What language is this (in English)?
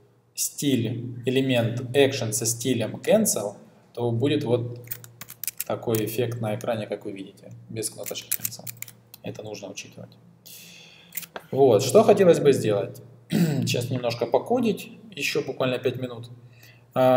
Russian